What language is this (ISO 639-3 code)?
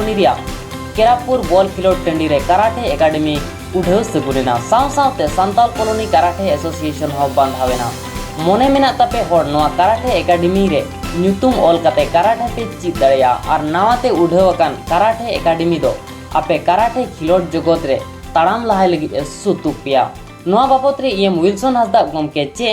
sat